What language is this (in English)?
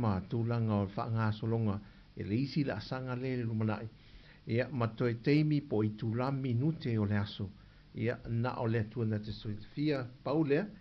Samoan